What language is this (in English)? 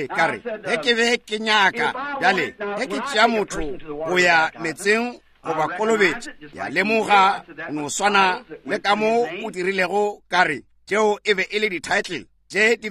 Northern Sotho